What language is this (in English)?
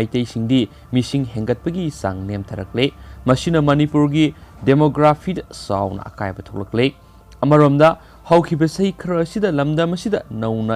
Manipuri